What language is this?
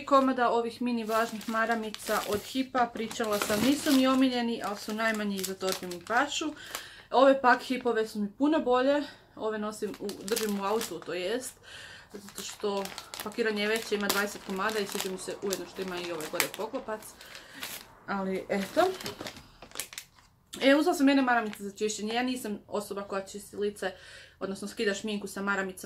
Croatian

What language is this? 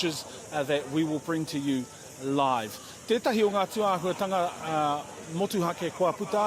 Māori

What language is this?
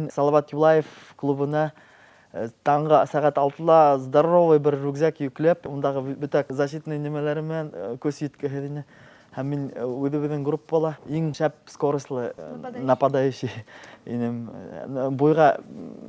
Bashkir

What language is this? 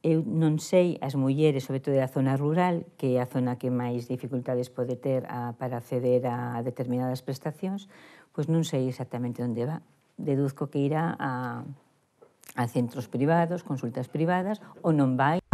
Galician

